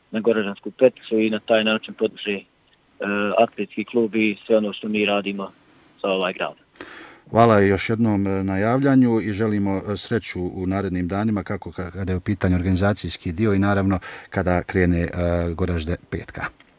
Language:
Bosnian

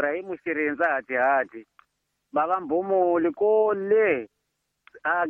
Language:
Tsonga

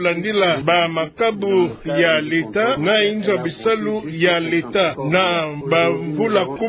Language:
Kituba (Democratic Republic of Congo)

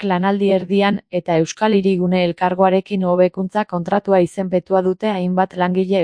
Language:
Basque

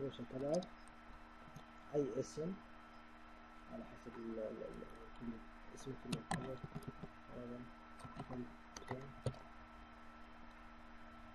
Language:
Hijazi Arabic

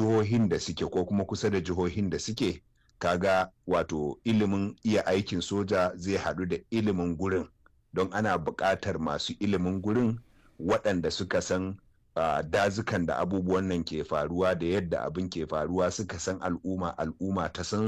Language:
Hausa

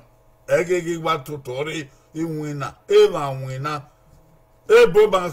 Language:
Bini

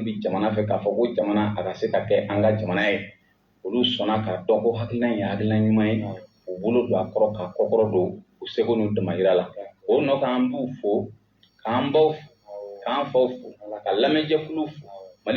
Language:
Bambara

